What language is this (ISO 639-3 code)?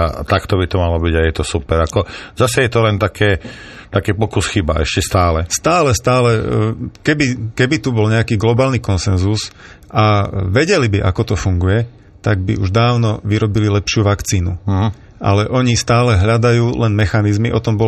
slk